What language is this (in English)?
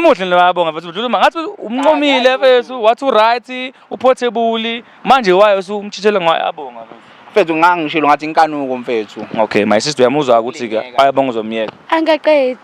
Zulu